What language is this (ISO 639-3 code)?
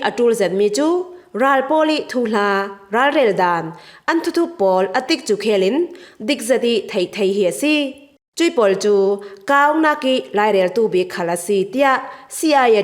cfm